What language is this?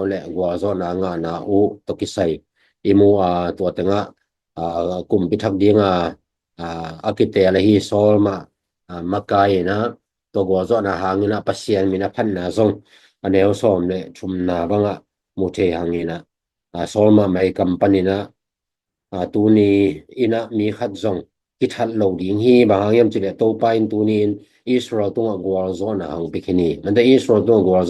Tedim Chin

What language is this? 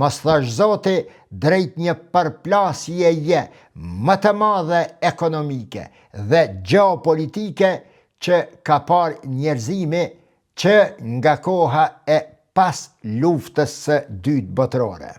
Albanian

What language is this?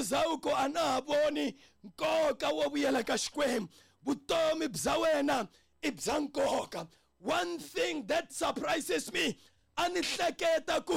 Tsonga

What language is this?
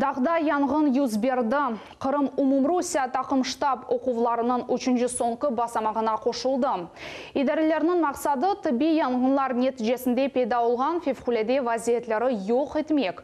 Crimean Tatar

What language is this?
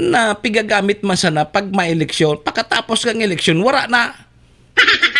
Bikol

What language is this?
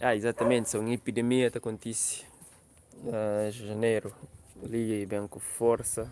Kabuverdianu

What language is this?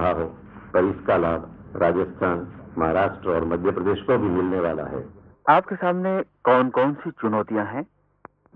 Hindi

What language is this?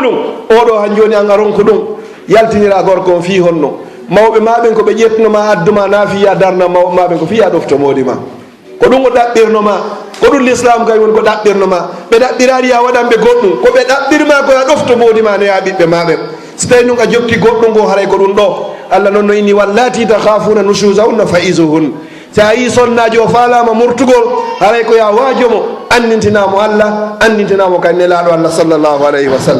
Fula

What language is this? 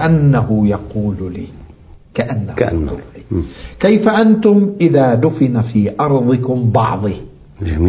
Arabic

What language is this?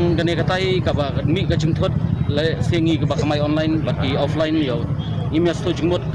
Khasi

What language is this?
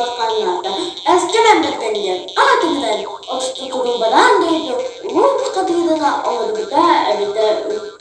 Yakut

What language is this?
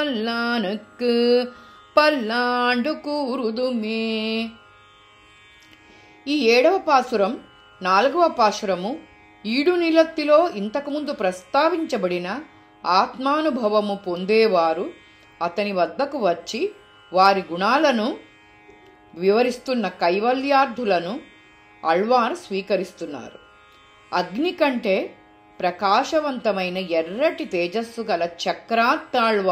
Telugu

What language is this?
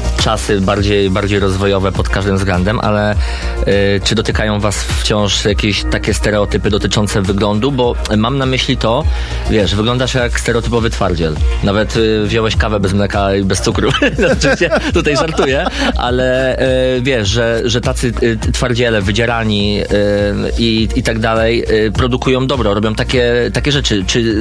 Polish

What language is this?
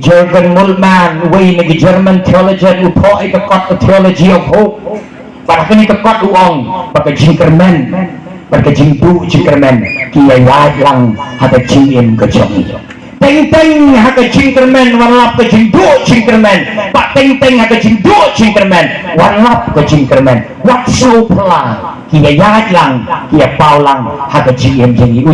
Khasi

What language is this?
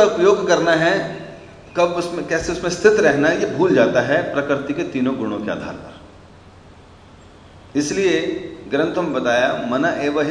Hindi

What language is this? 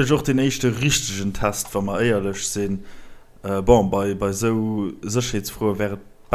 Luxembourgish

